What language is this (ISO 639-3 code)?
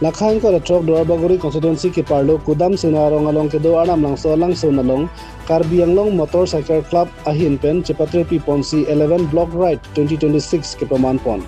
mjw